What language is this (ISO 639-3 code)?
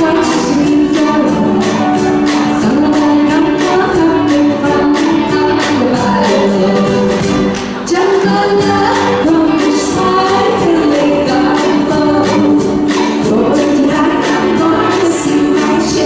eng